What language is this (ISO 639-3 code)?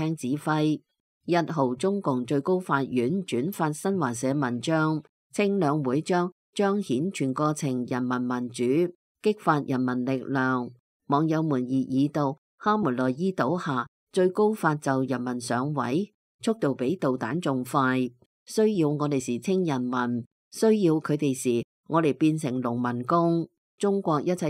yue